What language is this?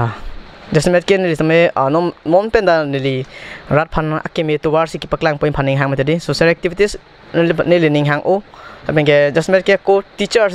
Karbi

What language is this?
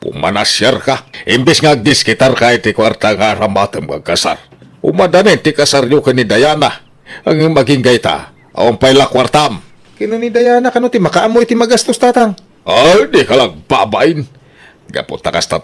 Iloko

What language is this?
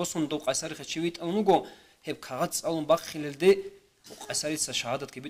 Avaric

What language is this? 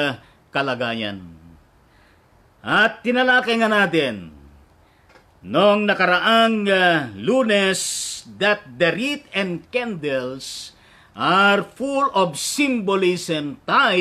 Filipino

